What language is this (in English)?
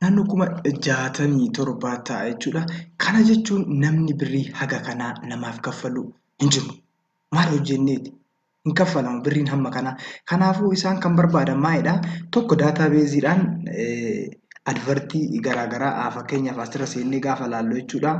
Oromo